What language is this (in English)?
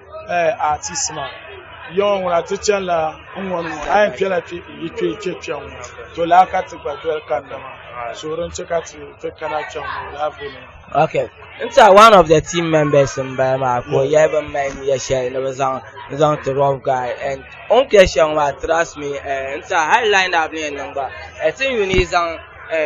Dagbani